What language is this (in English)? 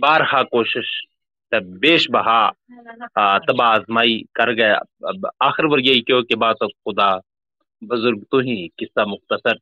Gujari